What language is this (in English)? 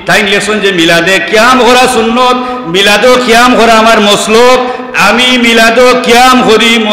Sylheti